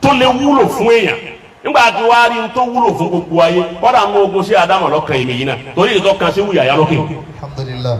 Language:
Yoruba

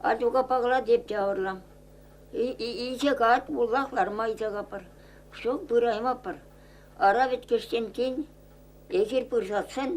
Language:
Chuvash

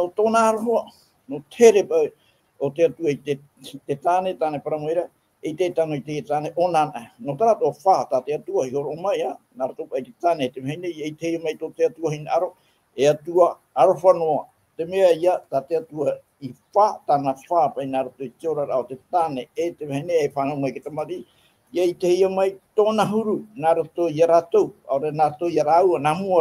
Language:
Tahitian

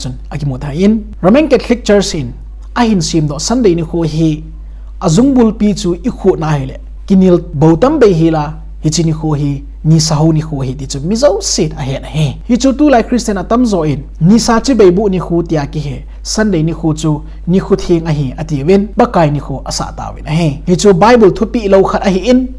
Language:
Thado Chin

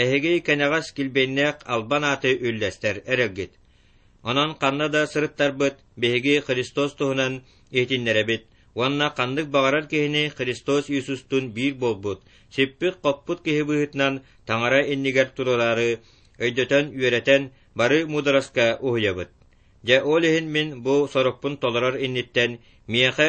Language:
Yakut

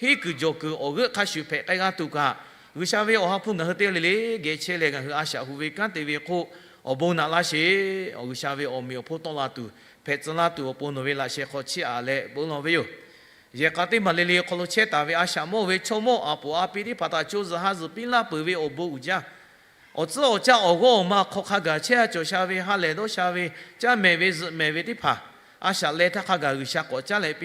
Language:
Lahu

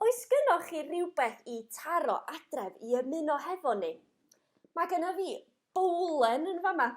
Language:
Welsh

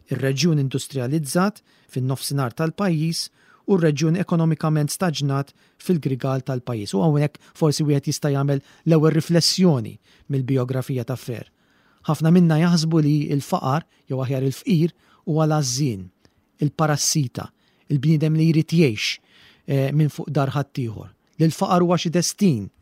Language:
Maltese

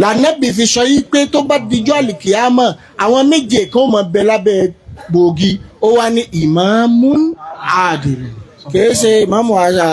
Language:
Yoruba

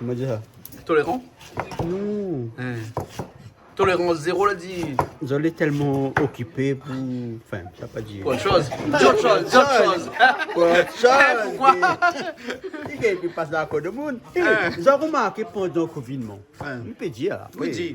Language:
Réunion Creole French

